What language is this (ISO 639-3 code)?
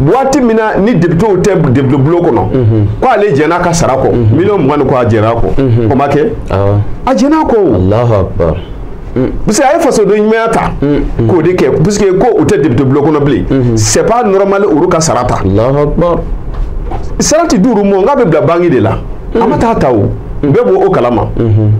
bam